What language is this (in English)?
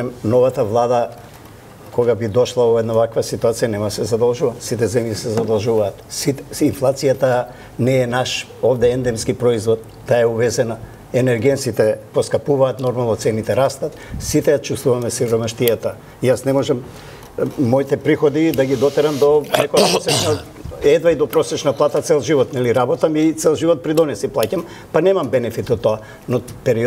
Macedonian